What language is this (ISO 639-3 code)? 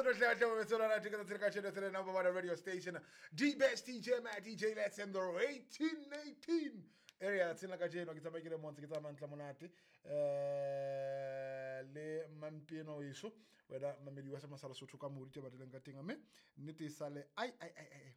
sot